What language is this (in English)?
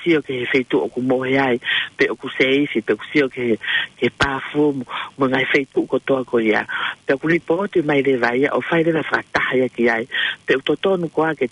Tongan